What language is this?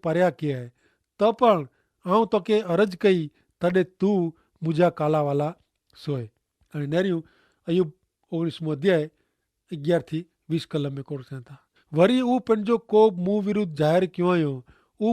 Kachhi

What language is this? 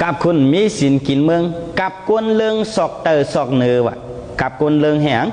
Shan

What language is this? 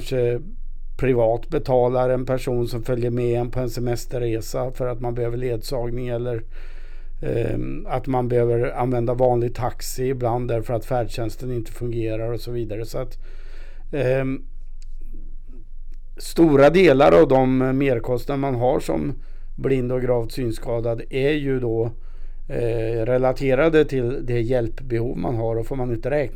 Swedish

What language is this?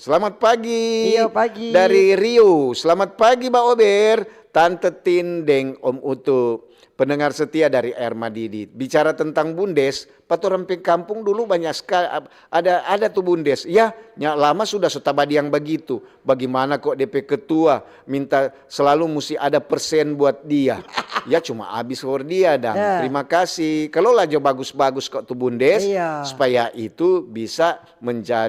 Manado Malay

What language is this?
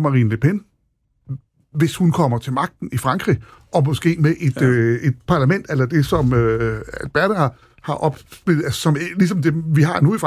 Danish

